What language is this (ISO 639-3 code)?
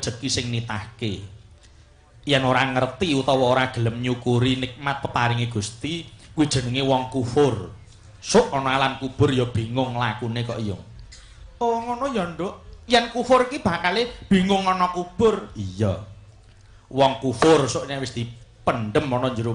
jav